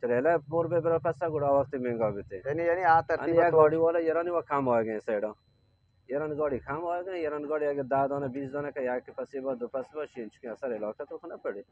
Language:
Eastern Balochi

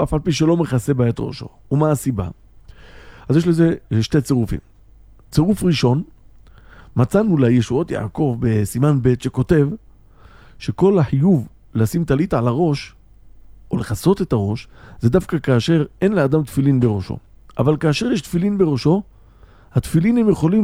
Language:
Hebrew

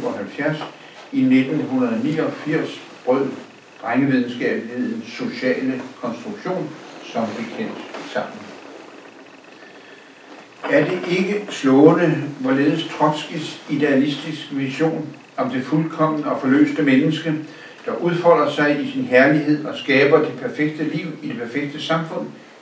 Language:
Danish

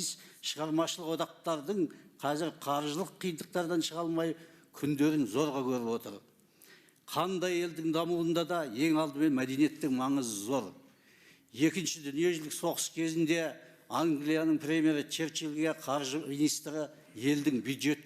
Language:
Kazakh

